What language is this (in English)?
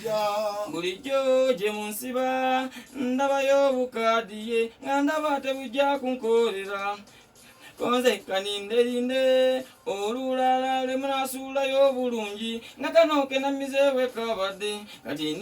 Ganda